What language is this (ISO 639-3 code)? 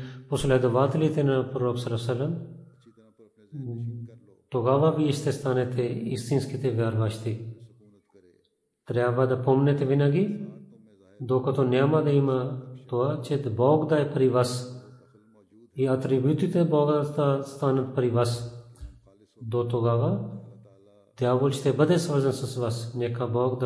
bul